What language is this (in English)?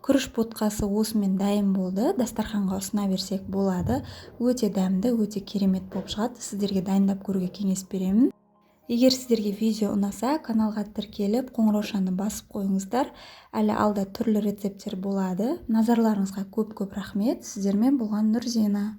Kazakh